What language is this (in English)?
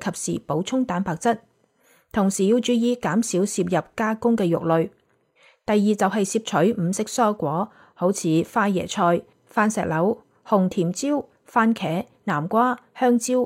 Cantonese